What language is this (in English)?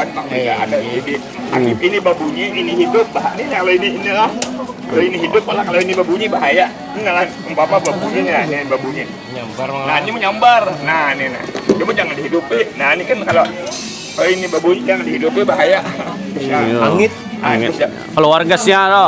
Banjar